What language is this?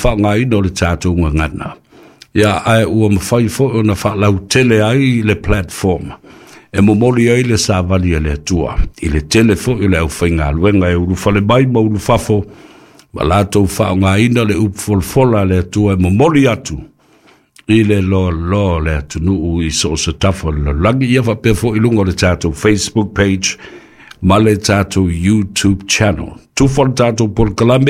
Samoan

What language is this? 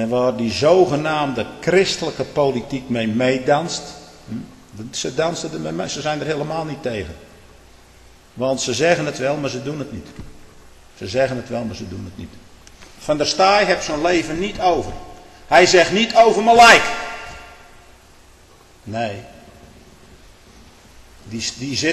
Dutch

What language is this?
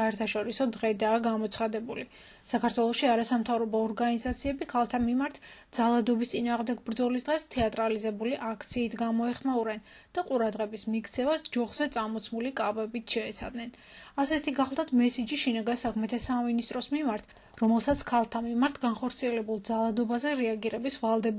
Georgian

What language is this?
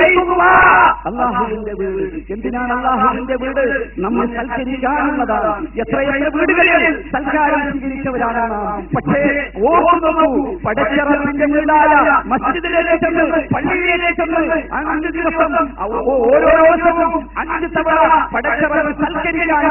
Malayalam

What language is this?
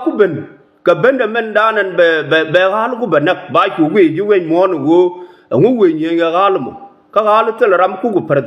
Nuer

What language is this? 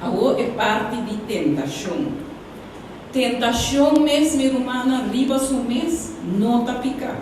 Papiamento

